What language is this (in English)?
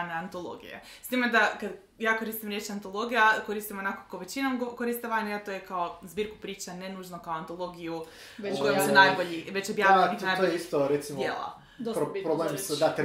Croatian